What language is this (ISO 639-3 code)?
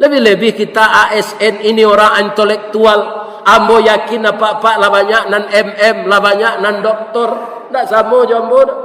min